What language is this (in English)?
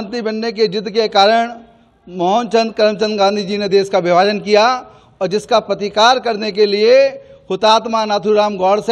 Hindi